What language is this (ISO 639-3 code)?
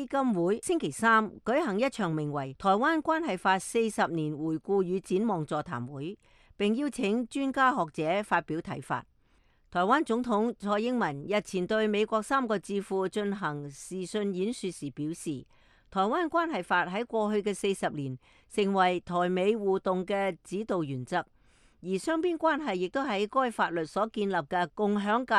yue